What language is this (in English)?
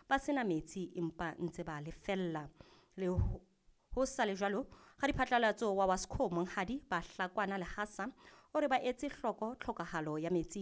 Southern Sotho